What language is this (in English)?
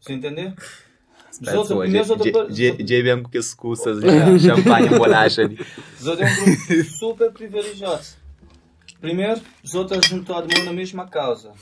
Kabuverdianu